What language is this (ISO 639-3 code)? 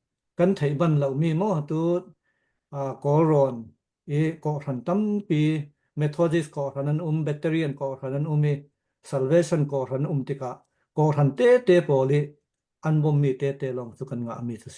cnh